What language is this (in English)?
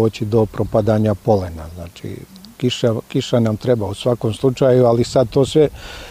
Serbian